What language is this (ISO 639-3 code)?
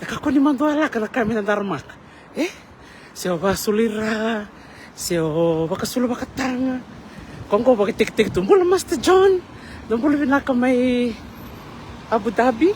fij